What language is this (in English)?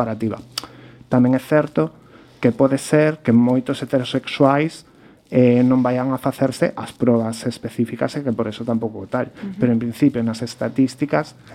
Galician